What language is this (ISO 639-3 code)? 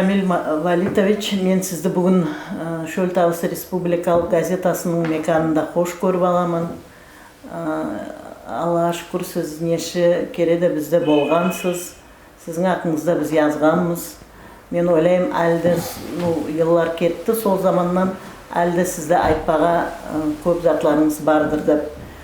nog